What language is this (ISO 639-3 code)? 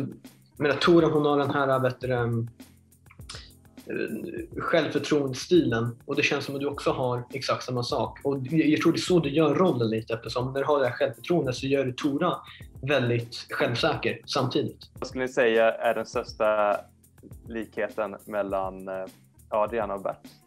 swe